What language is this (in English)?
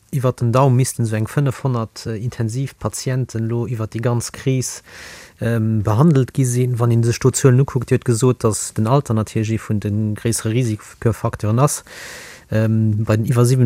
Luxembourgish